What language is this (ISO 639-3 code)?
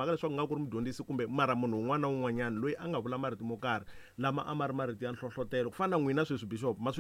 tso